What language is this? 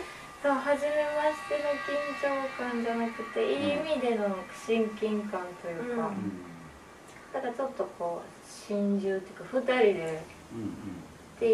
Japanese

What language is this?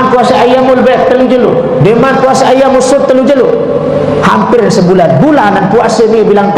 Sasak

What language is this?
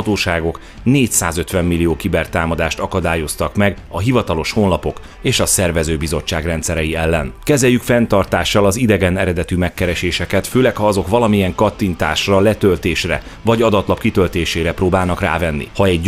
Hungarian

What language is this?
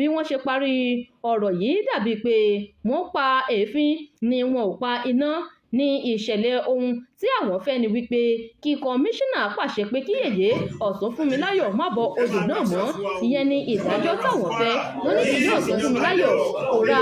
Yoruba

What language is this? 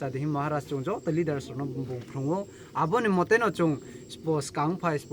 Kok Borok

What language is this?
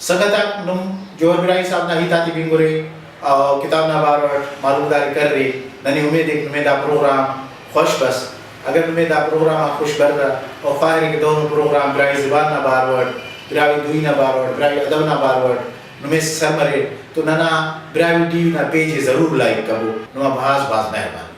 Brahui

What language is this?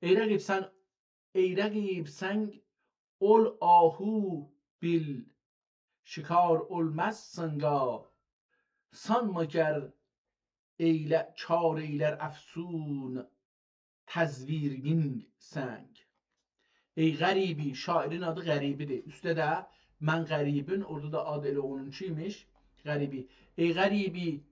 South Azerbaijani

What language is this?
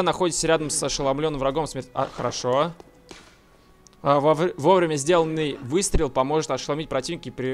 Russian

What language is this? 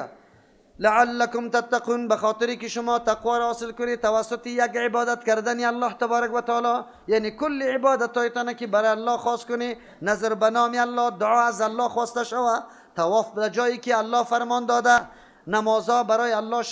Persian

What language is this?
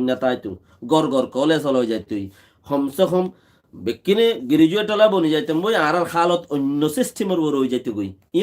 Rohingya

